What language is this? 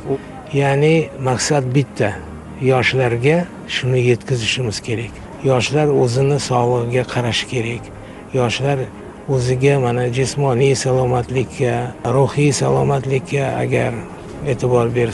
Uzbek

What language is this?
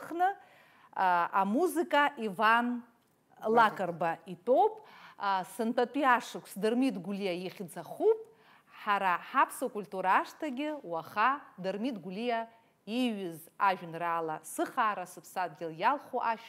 Abkhazian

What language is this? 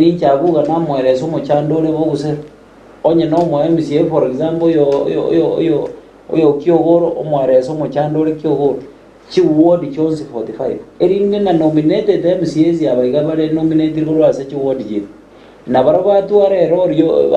Gusii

